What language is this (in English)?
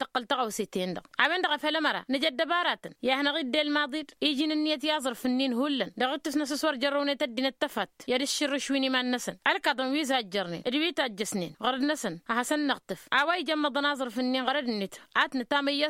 Tamasheq